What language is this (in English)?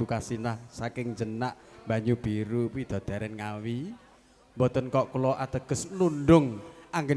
Javanese